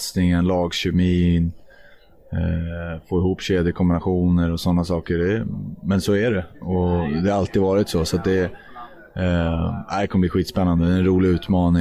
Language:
Swedish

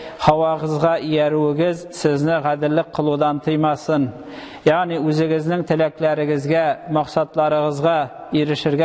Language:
Tatar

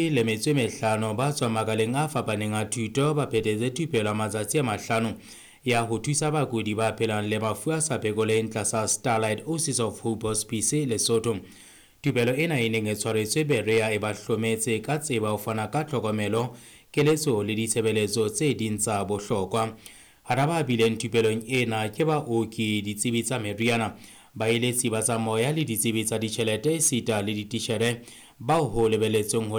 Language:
Southern Sotho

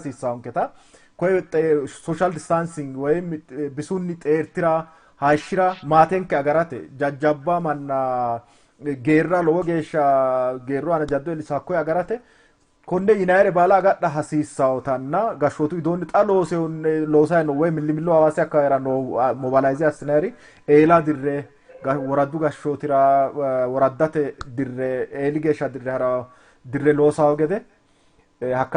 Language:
Sidamo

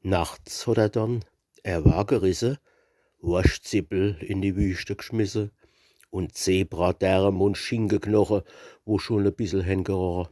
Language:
Palatine German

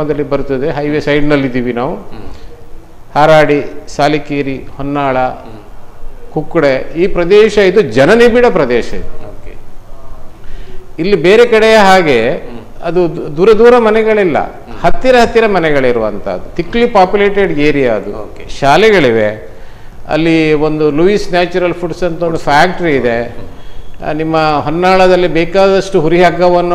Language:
Kannada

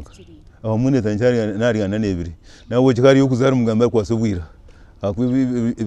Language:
Nyankole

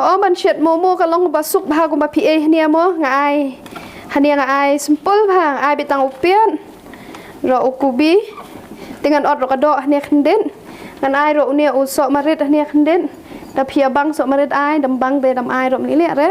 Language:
Khasi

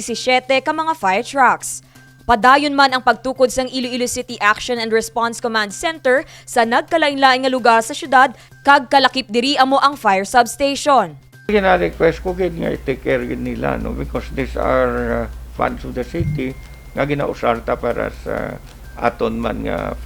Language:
Hiligaynon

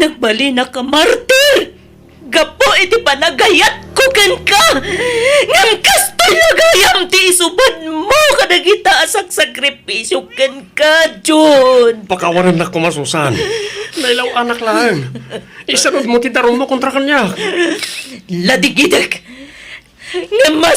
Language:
Iloko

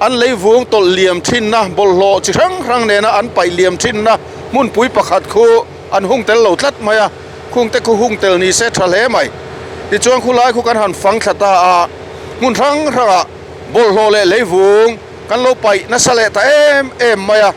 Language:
Mizo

